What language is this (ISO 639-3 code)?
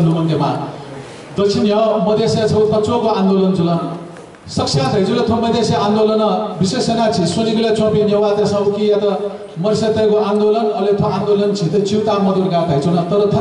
new